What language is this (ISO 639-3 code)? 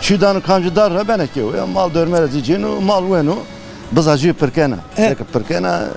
zza